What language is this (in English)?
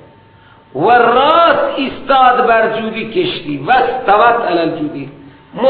Persian